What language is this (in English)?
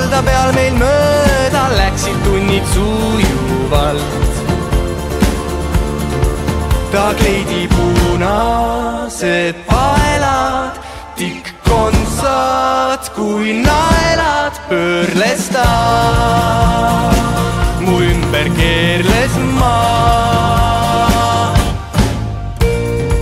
Estonian